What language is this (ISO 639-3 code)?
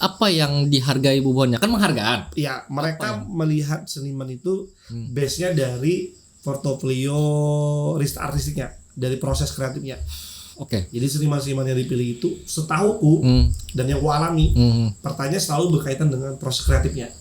bjn